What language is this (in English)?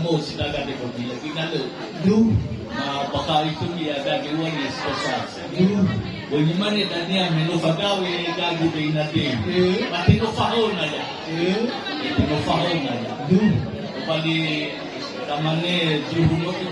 Nias